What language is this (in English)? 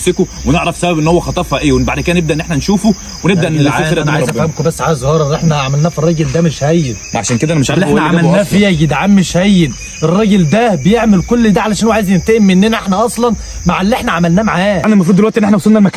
Egyptian Arabic